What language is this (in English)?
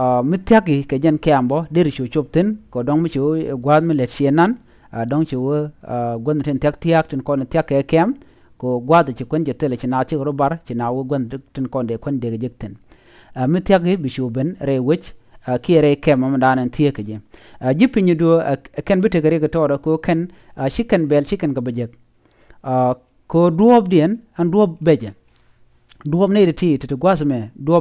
Nuer